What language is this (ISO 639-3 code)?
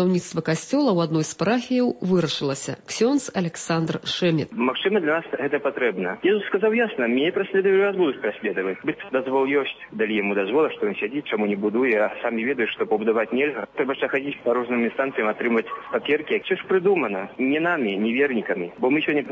bel